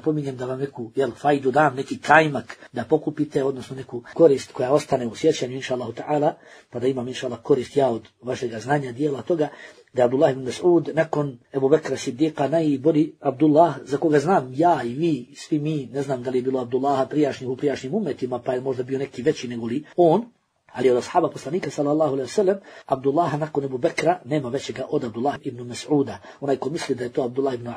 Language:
Bosnian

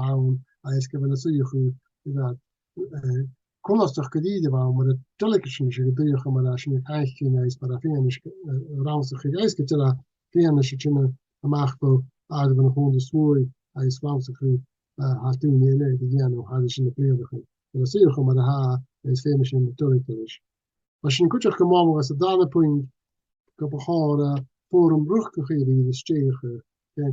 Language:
Scottish Gaelic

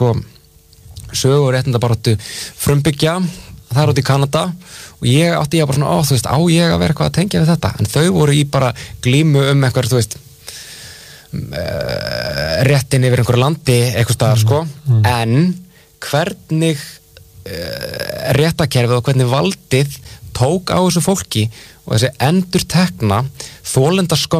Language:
Icelandic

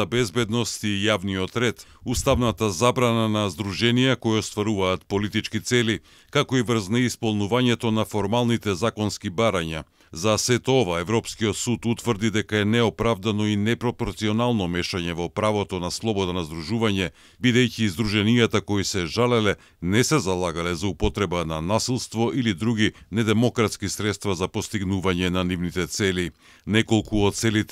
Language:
Macedonian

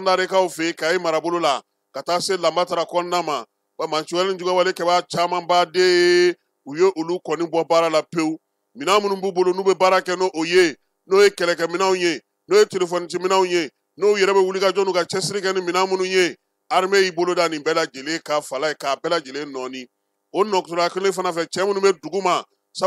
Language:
Bambara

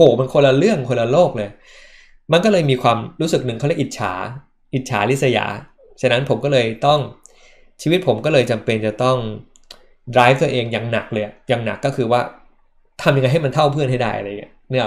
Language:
Thai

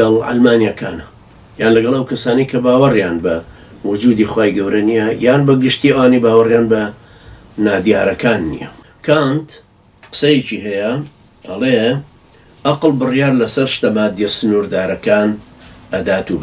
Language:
Central Kurdish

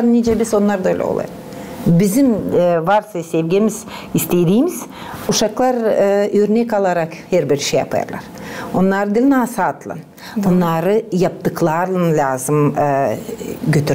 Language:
Gagauz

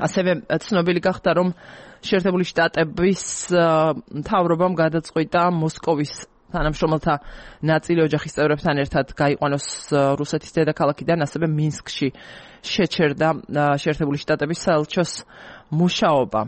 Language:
Georgian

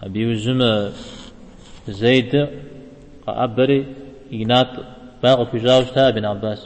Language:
Kabardian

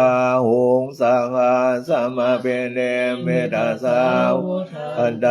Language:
Pali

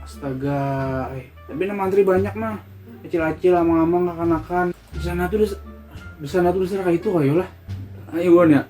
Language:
Banjar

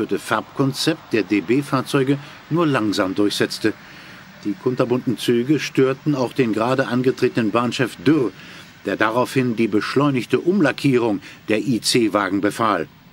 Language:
German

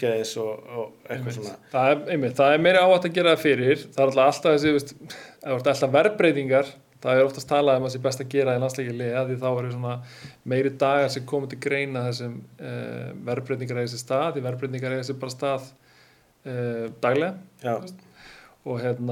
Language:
Icelandic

